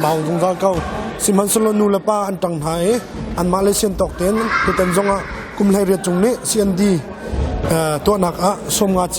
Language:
Hakha Chin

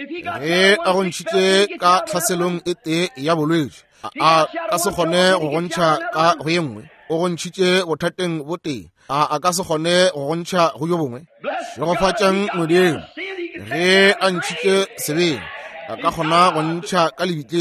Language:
Northern Sotho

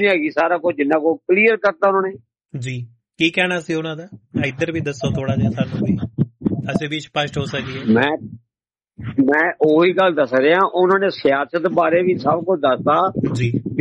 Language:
Punjabi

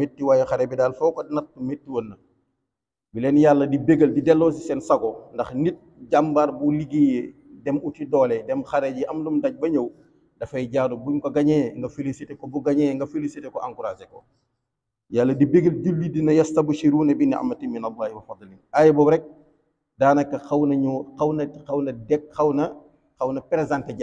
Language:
Wolof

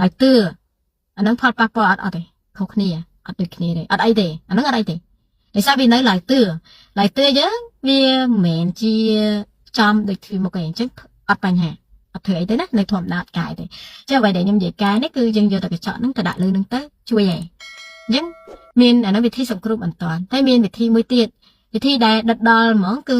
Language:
Khmer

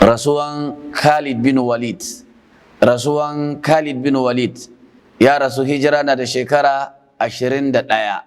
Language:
Hausa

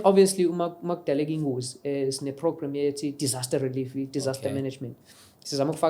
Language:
Zulu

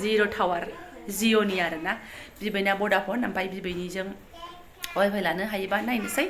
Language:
Bodo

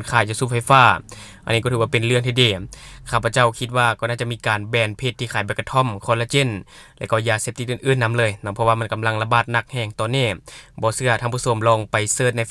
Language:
Lao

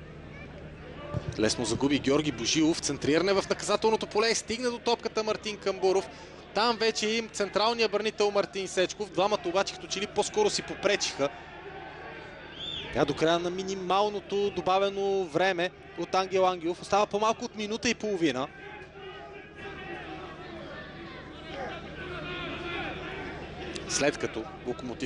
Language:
Bulgarian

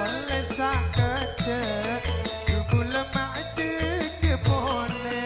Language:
Madurese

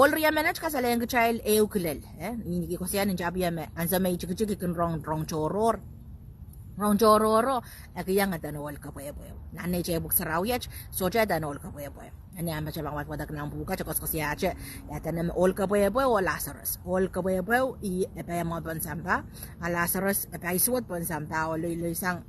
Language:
Pohnpeian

